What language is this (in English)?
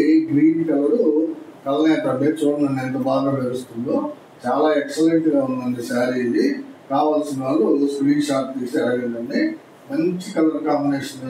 Telugu